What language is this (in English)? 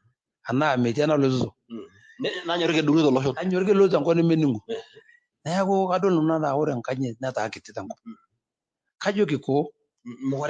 Masai